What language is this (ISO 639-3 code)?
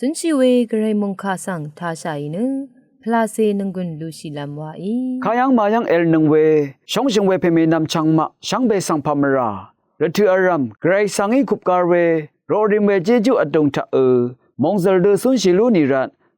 raw